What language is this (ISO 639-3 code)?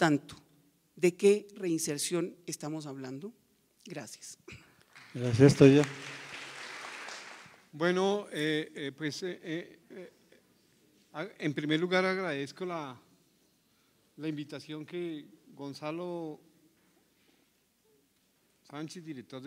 spa